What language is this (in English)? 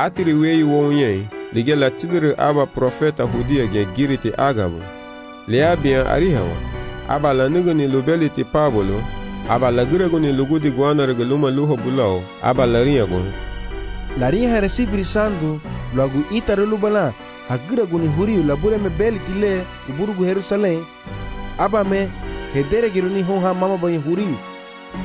Garifuna